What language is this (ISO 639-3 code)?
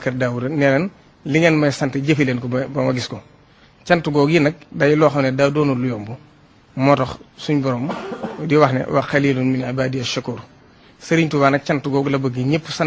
wol